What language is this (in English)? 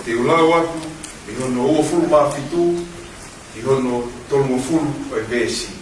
Tongan